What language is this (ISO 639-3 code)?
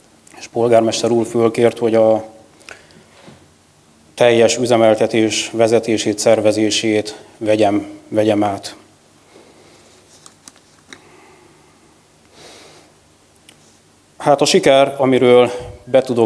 hun